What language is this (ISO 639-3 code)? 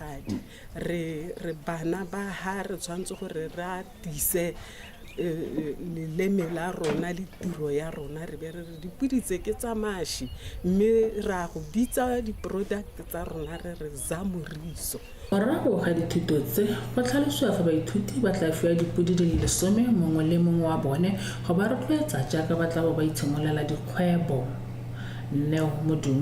tsn